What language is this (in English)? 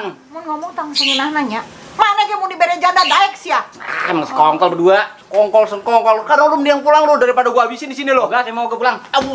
Betawi